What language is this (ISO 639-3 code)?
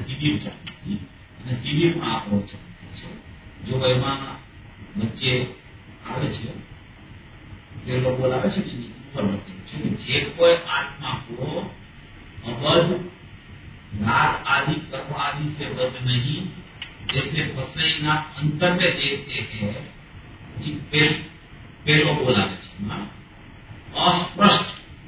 guj